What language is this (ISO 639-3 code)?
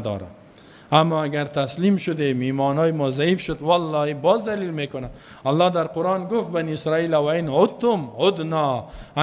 fas